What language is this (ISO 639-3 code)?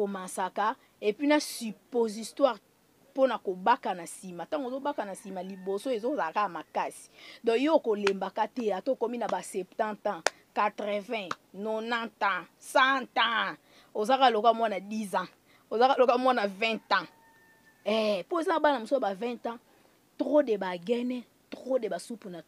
lin